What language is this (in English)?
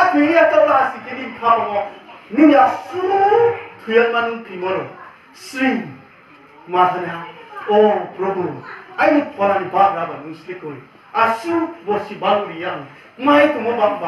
Riang (India)